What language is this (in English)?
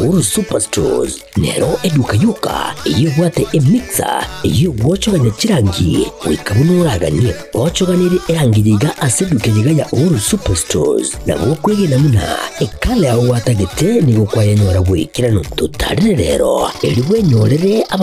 Gusii